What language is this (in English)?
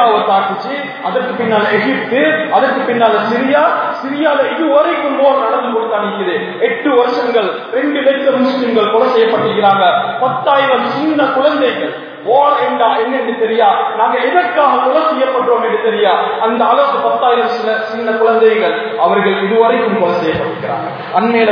Tamil